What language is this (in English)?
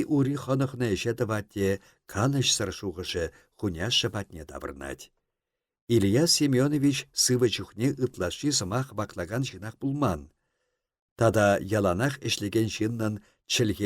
Chuvash